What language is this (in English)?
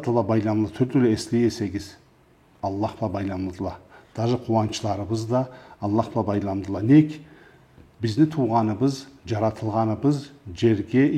Karachay-Balkar